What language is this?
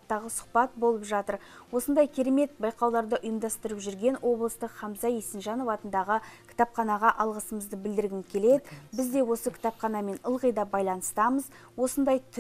Kazakh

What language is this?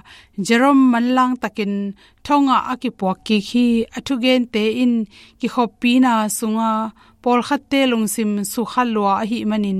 Tedim Chin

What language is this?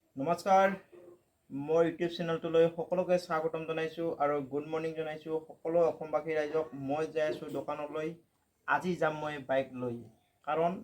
Assamese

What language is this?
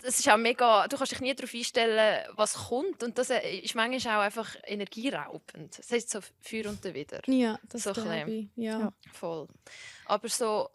Swiss German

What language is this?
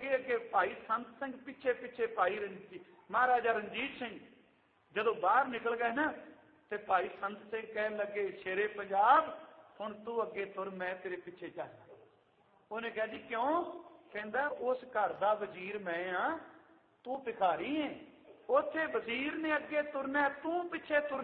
Punjabi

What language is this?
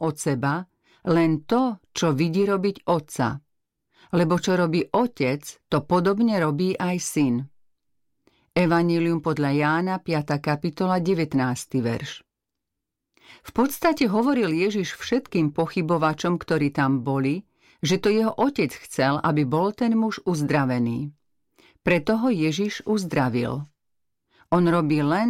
Slovak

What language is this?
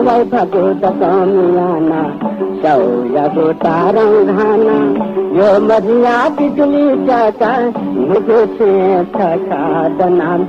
Newari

